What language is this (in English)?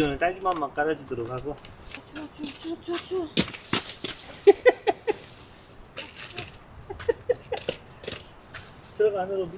Korean